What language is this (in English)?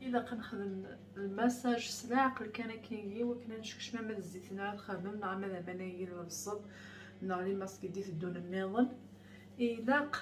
Kabyle